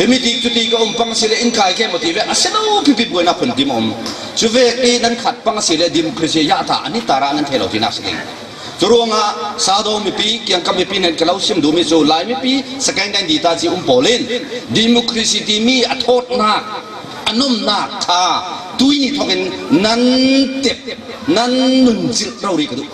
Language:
Falam Chin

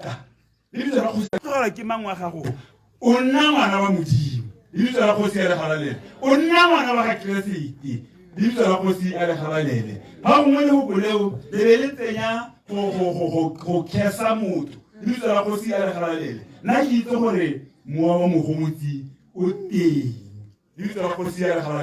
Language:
Tswana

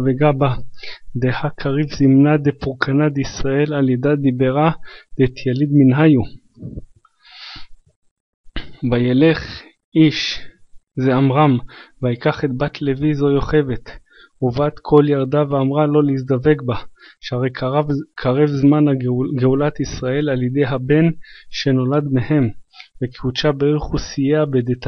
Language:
Hebrew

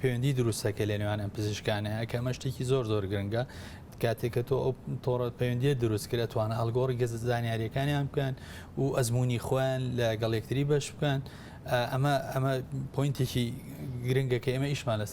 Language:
Central Kurdish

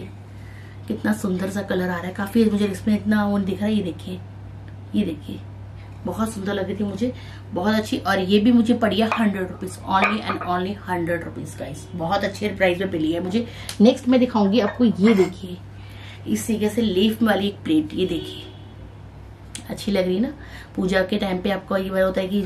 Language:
Hindi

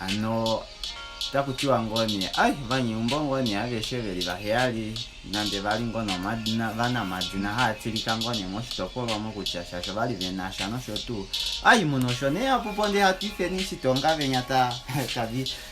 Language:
Kuanyama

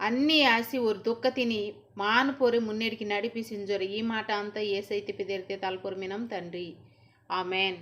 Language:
Koya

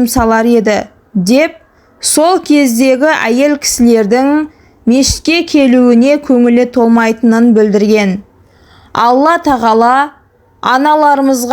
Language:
Kazakh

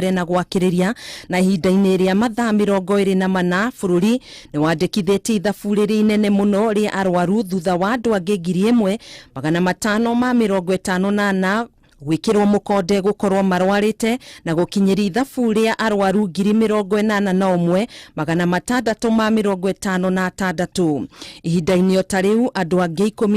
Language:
Kikuyu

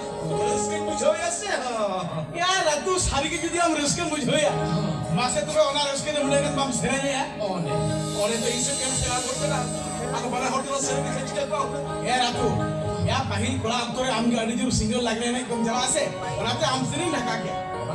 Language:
Santali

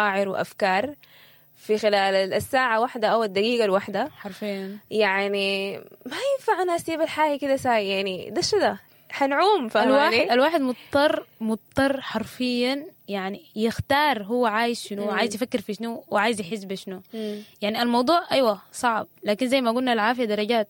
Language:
Sudanese Arabic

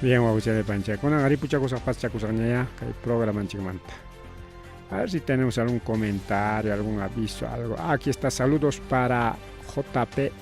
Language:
Ayacucho Quechua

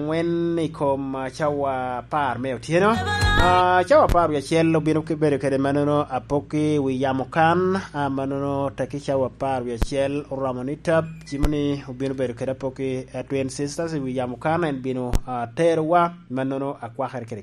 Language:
Lango (Uganda)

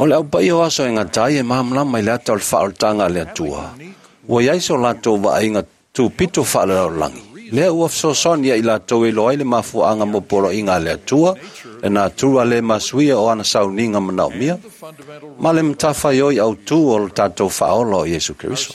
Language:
Samoan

